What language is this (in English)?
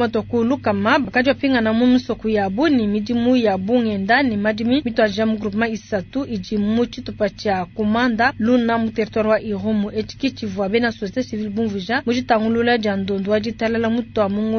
Luba-Lulua